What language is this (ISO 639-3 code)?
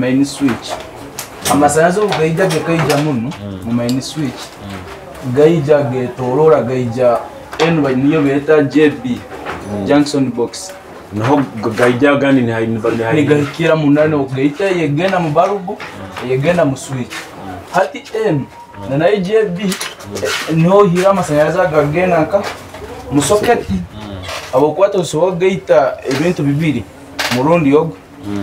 nyo